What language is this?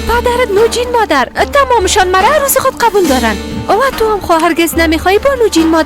Persian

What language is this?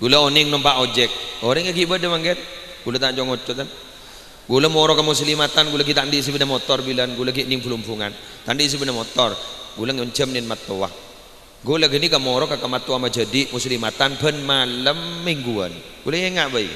Madurese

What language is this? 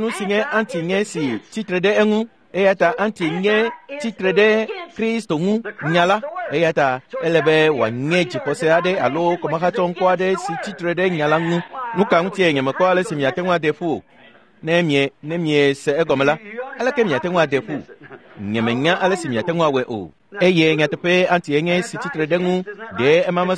Ewe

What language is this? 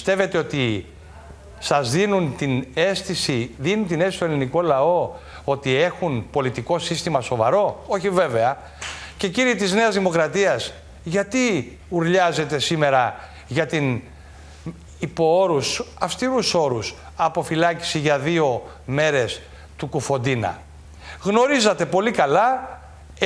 Greek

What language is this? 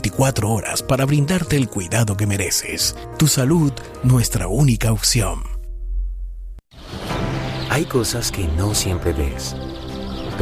Spanish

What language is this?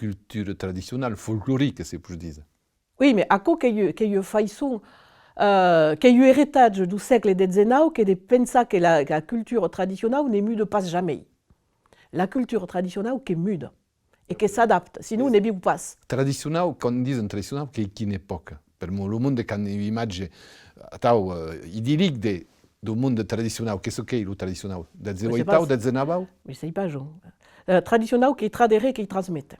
Occitan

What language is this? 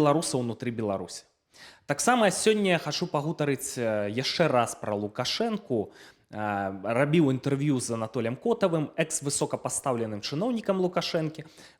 Belarusian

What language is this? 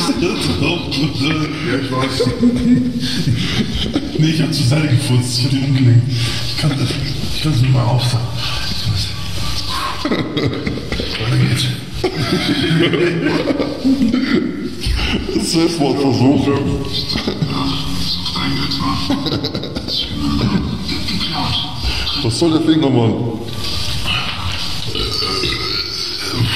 German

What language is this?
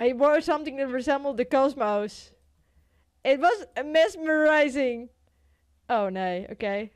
Western Frisian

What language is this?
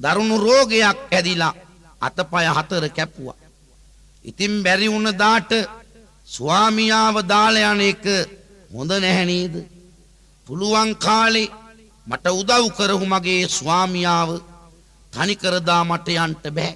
Sinhala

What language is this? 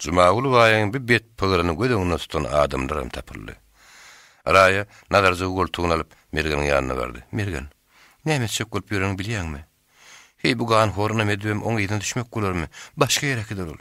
Turkmen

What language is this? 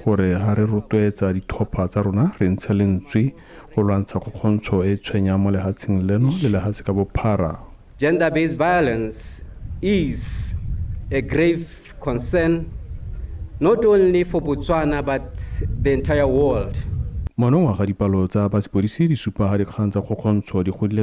Tswana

